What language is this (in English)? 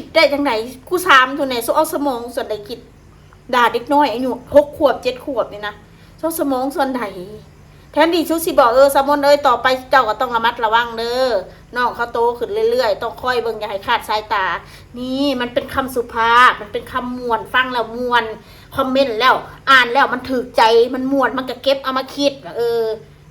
Northeastern Thai